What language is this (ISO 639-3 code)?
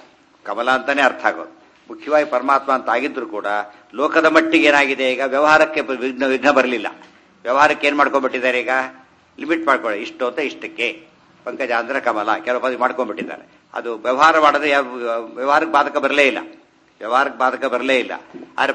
kan